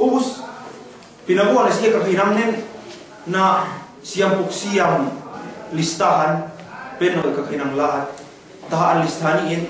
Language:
Yakan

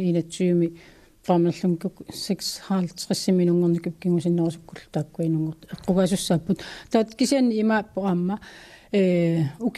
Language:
Kalaallisut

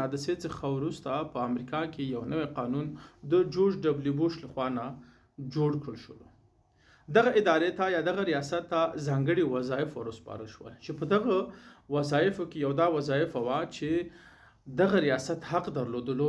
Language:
Pashto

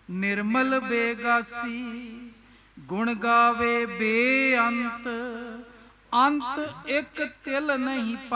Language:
Punjabi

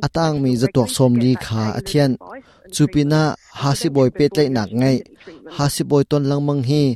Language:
Hakha Chin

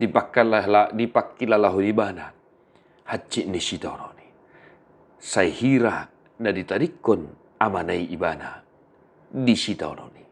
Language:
Batak Toba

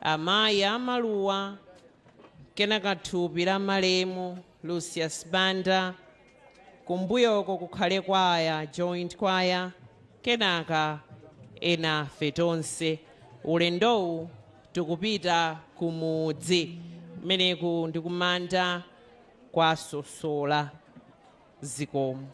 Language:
Nyanja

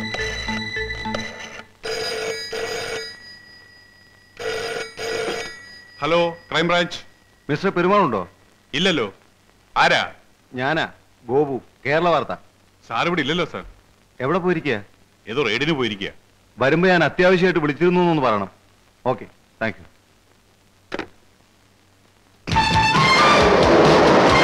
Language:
Malayalam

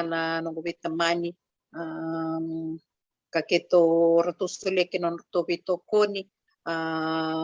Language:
Fijian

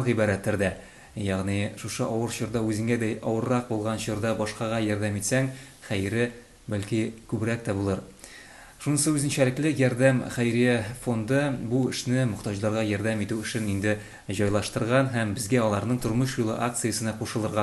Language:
Tatar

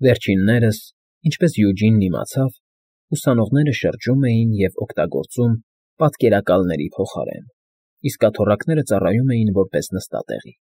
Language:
Armenian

